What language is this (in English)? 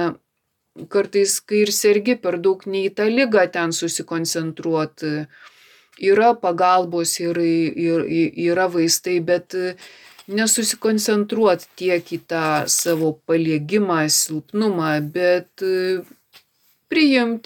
Lithuanian